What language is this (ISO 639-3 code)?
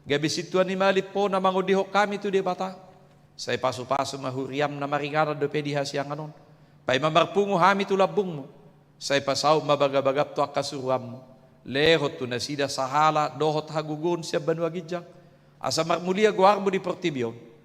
bbc